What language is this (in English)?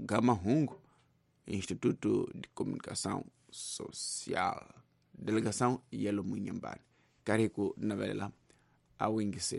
Tsonga